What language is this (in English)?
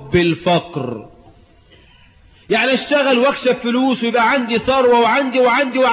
Egyptian Arabic